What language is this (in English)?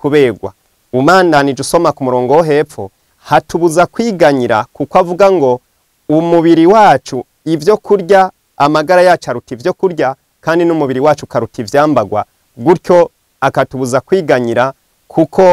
Rundi